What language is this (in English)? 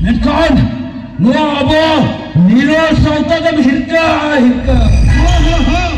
Santali